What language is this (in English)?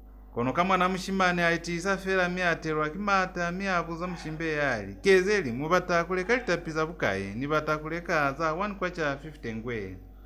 Lozi